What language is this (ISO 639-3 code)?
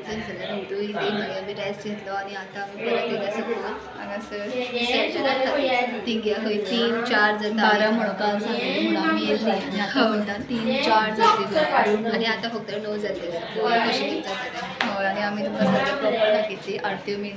kok